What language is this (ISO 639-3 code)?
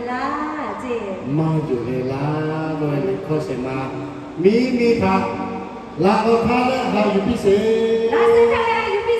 lhu